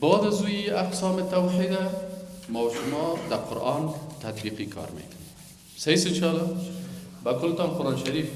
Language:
Persian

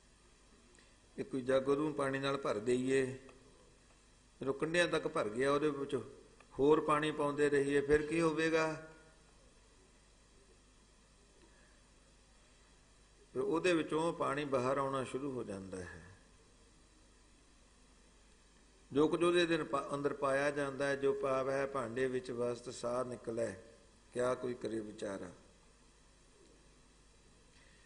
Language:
Punjabi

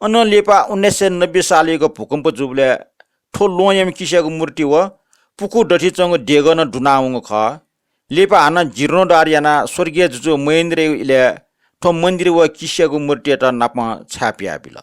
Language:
Newari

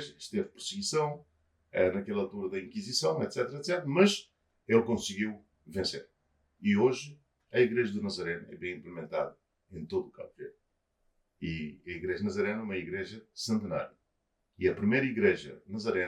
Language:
Kabuverdianu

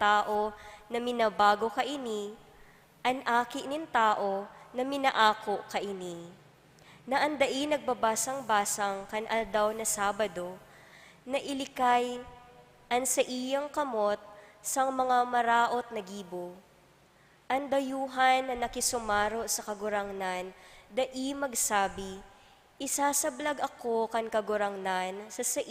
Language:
Bikol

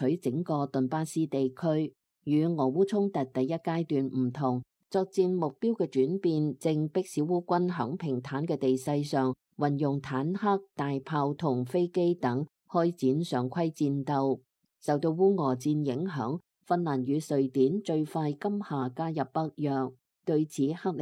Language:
Cantonese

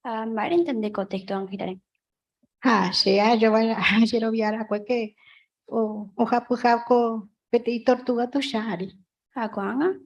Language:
Guarani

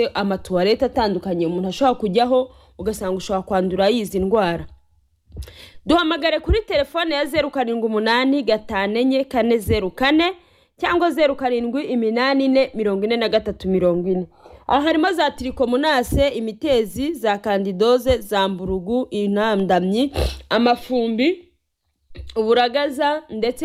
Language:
Kinyarwanda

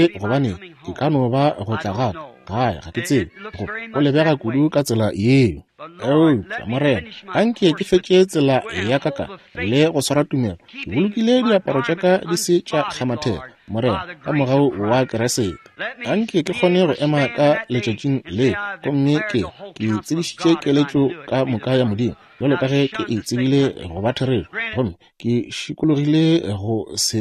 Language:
Northern Sotho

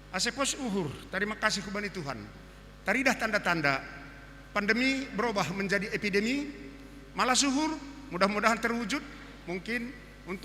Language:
Batak Simalungun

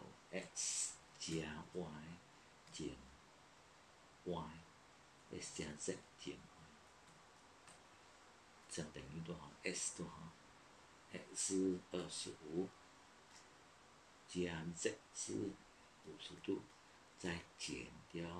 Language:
Chinese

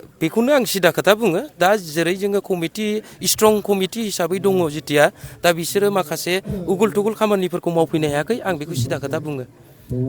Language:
Bodo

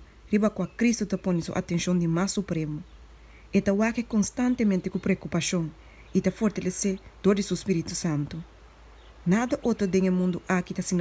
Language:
Papiamento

